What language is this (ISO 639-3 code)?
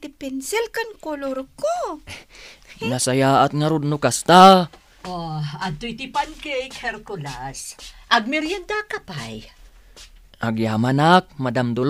ilo